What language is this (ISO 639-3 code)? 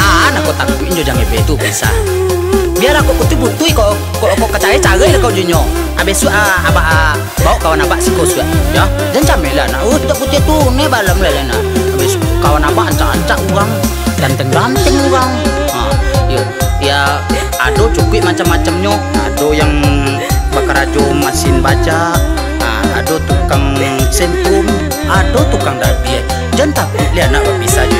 min